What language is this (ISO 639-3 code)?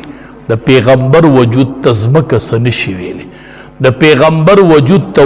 pus